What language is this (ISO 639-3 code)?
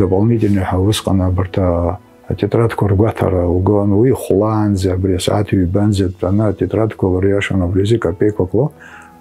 abk